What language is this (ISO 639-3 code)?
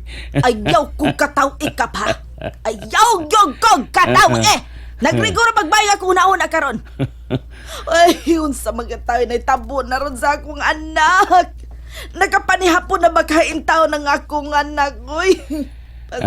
ceb